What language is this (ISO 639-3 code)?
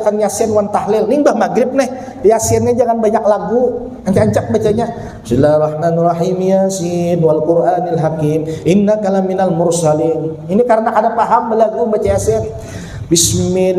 bjn